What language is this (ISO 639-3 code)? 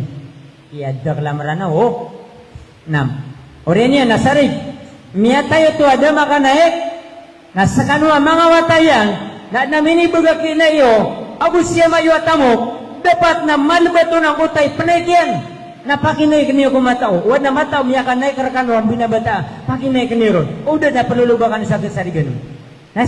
mrw